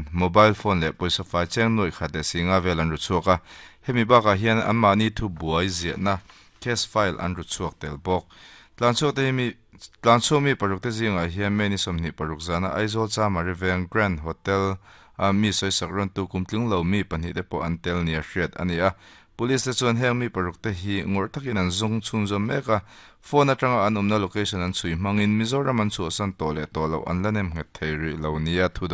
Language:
Mizo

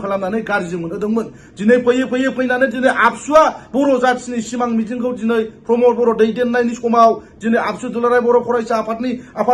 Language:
Bodo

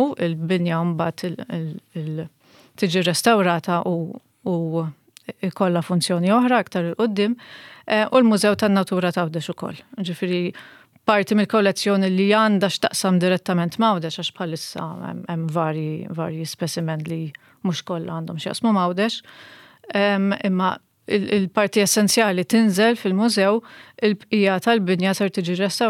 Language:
Maltese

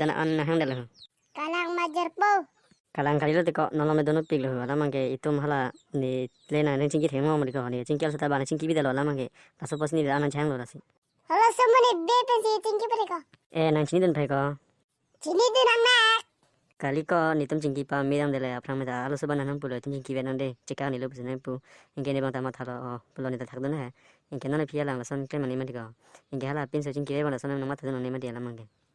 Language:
Karbi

